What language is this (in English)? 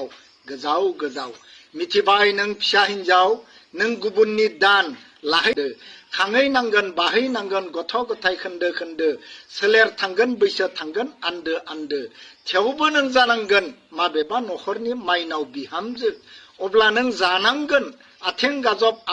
Bodo